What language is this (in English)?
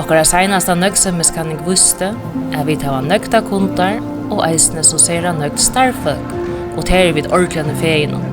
Faroese